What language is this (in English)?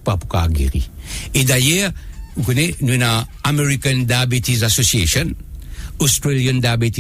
Morisyen